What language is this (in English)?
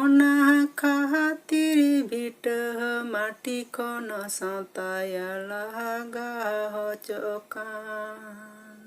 Santali